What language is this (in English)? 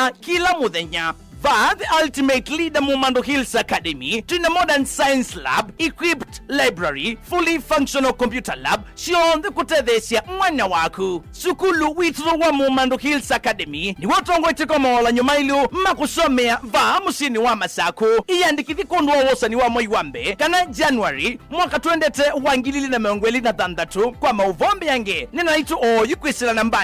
Kamba